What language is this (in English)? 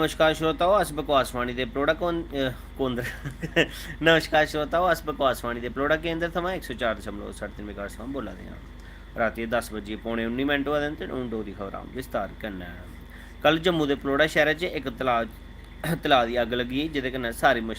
Dogri